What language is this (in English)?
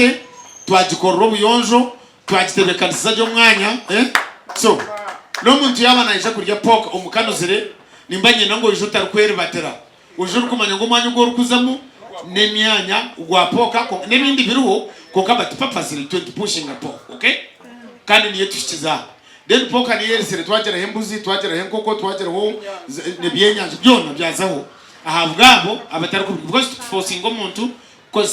Nyankole